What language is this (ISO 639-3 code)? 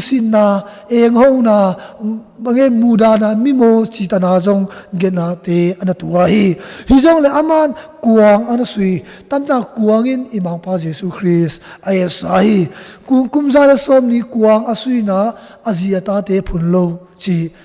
ctd